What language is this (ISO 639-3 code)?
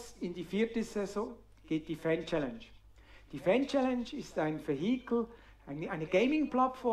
deu